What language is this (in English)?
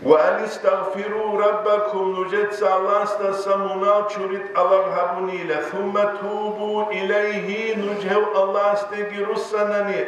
Avaric